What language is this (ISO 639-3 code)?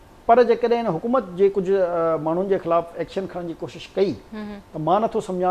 snd